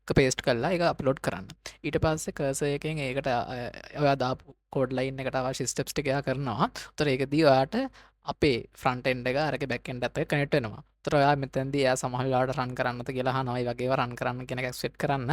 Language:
Sinhala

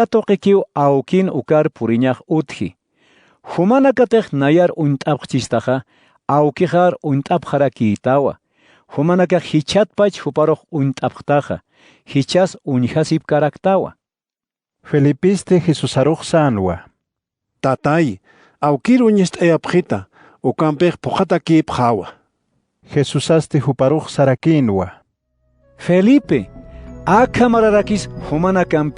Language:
Aymara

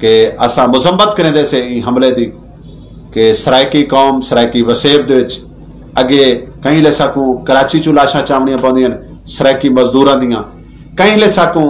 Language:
Saraiki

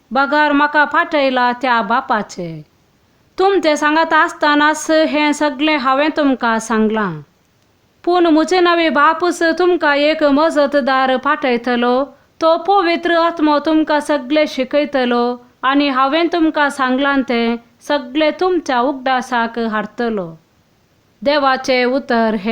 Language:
Konkani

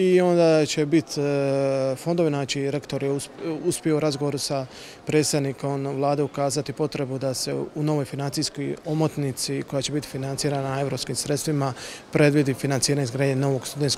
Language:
Croatian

